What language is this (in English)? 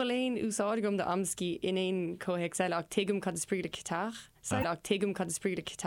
Irish